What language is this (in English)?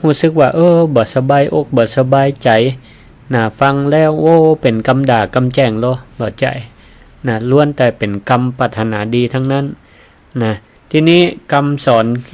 Northern Thai